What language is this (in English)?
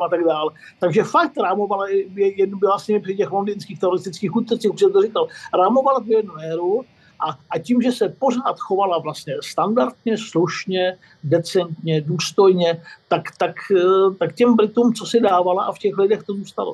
Czech